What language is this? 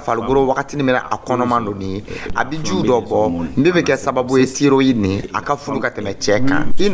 Dyula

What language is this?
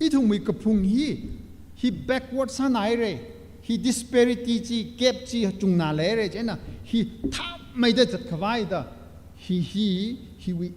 Tangkhul Naga (India)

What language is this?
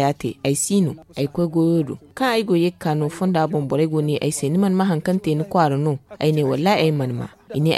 Zarma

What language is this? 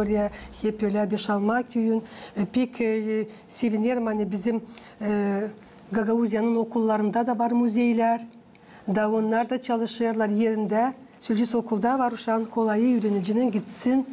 Gagauz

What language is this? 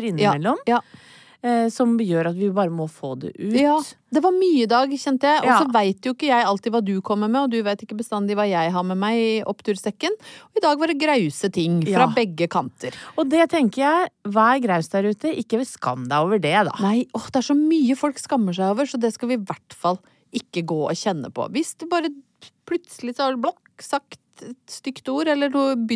Norwegian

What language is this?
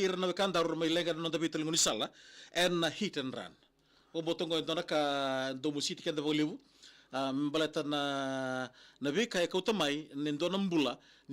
Fijian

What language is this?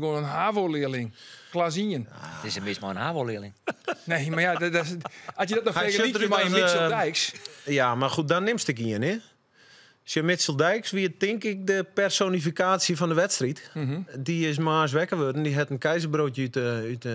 Western Frisian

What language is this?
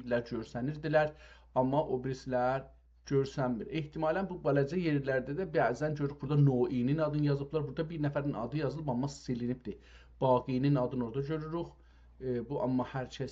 South Azerbaijani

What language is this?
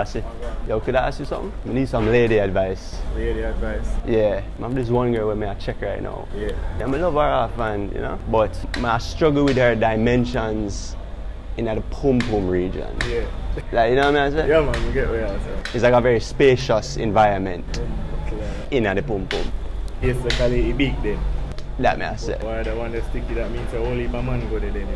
Jamaican Creole English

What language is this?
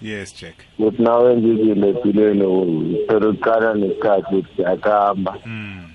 South Ndebele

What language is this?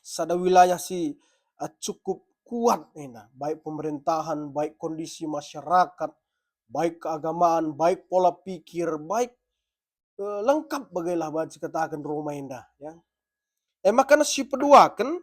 Batak Karo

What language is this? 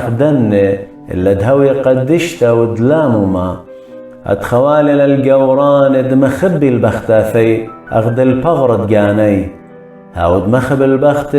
Assyrian Neo-Aramaic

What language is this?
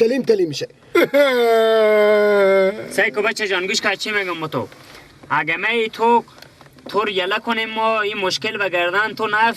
Persian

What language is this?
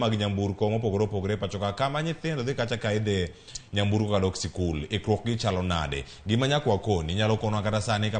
Luo (Kenya and Tanzania)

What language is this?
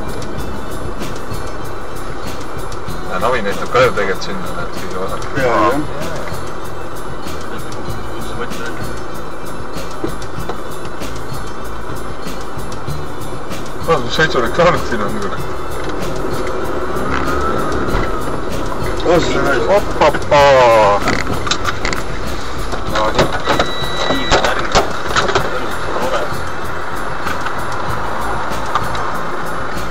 Estonian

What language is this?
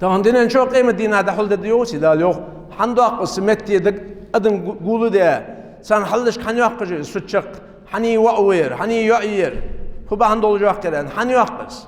Ingush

